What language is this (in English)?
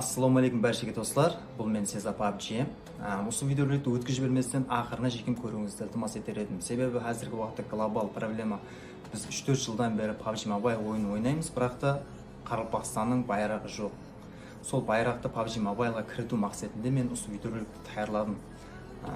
Kara-Kalpak